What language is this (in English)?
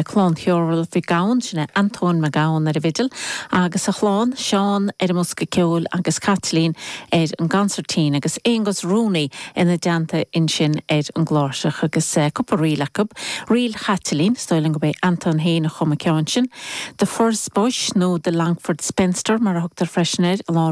Irish